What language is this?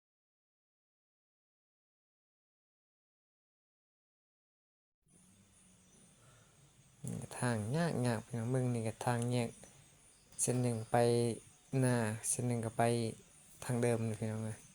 Lao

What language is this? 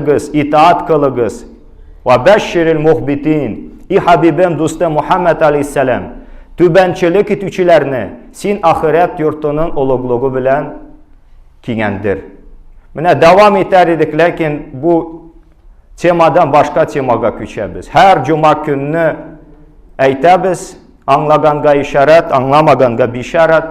Tatar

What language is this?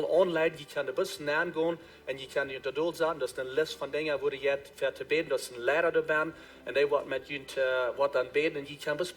Plautdietsch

